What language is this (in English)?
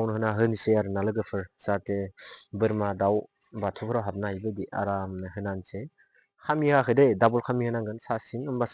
Bodo